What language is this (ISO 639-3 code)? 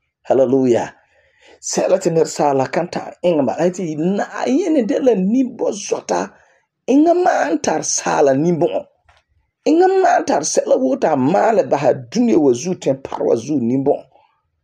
gur